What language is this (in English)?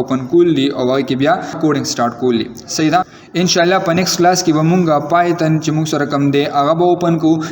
Pashto